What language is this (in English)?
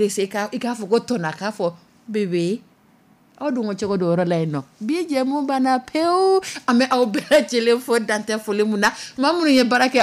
Dyula